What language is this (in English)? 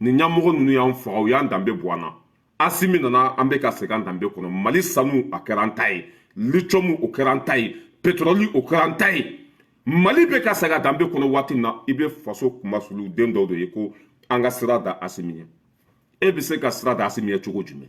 Bambara